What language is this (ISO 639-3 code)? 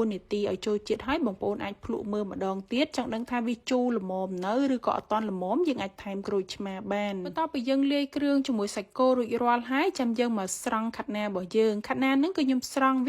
khm